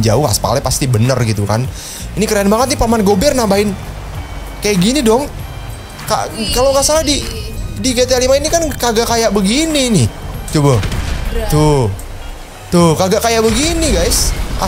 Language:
Indonesian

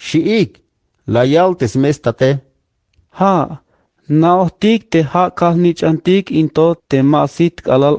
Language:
Tzeltal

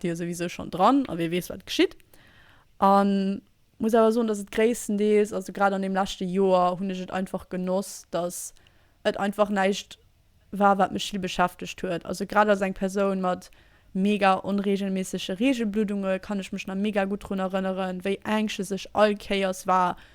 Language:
Luxembourgish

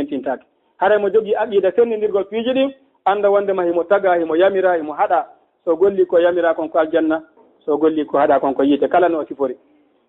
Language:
Fula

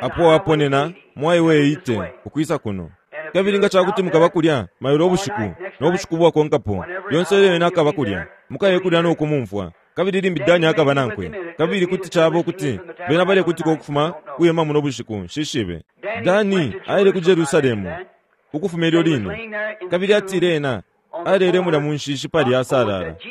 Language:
Bemba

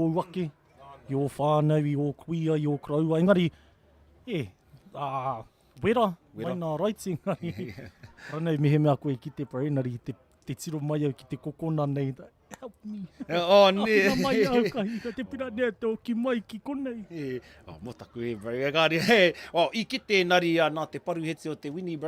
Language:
Māori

